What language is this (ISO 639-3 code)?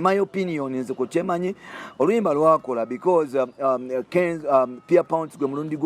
lug